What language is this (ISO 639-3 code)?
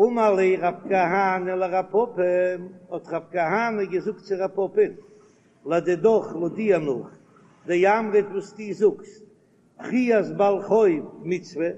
yid